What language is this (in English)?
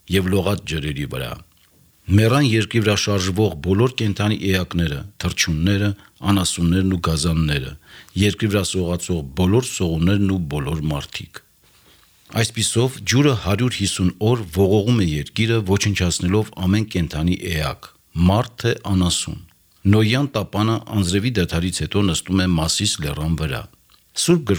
Armenian